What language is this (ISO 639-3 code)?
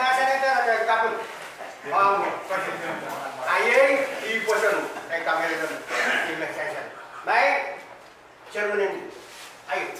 pon